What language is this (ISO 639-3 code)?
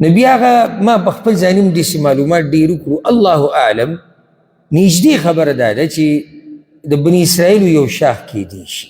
pus